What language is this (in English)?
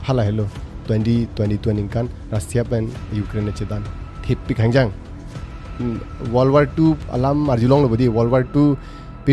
Karbi